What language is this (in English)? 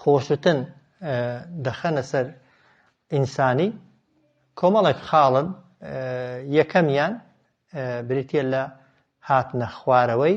Central Kurdish